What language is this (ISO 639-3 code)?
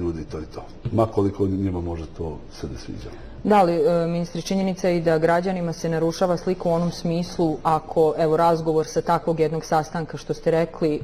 bos